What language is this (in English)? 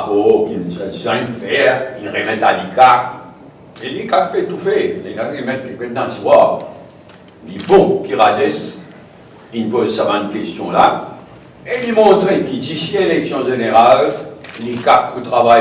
Morisyen